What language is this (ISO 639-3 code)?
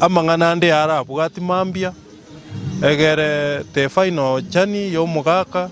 guz